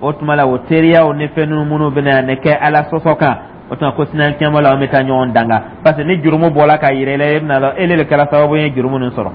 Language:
Dyula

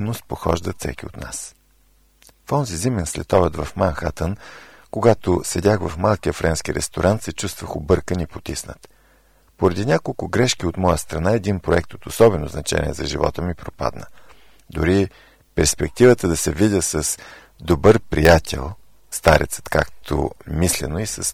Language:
Bulgarian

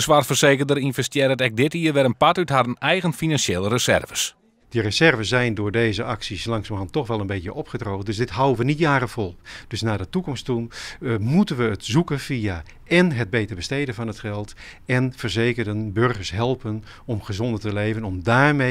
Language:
Western Frisian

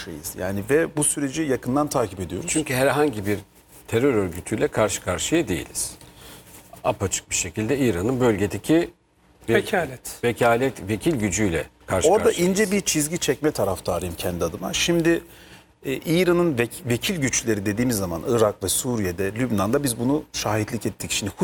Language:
Turkish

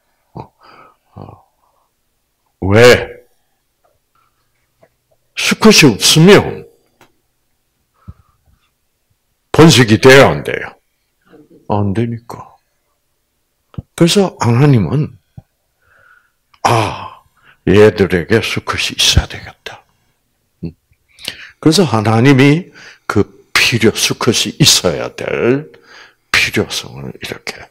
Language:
Korean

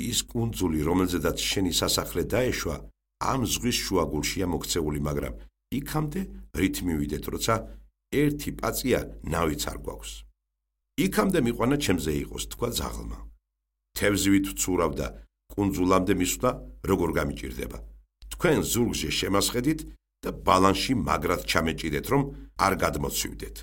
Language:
Georgian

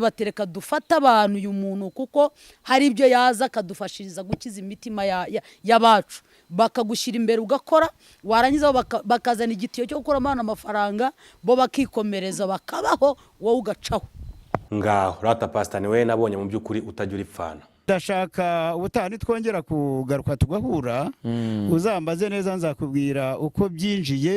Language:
Kinyarwanda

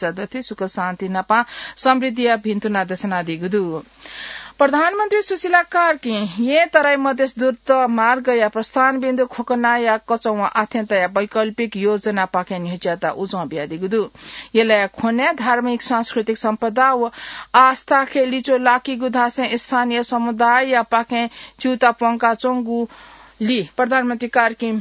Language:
Newari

